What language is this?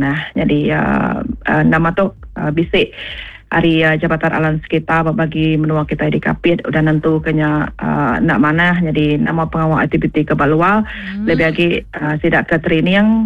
Iban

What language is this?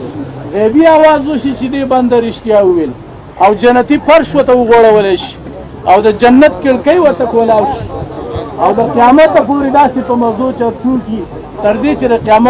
Pashto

